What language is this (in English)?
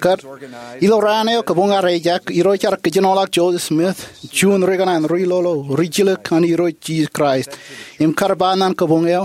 Marshallese